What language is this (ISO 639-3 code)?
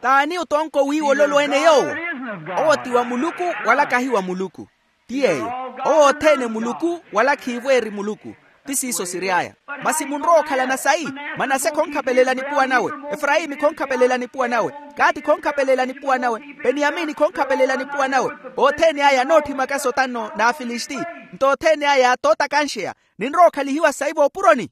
vmw